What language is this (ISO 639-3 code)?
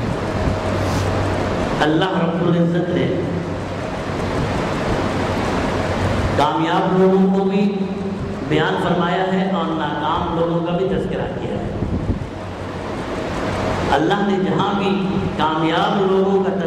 urd